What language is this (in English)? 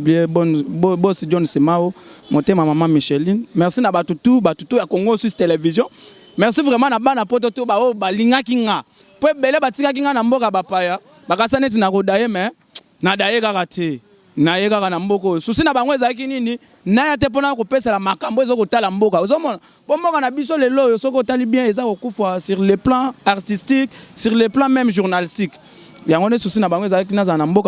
Lingala